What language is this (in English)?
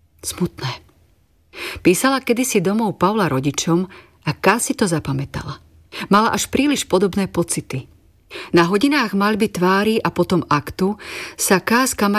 Slovak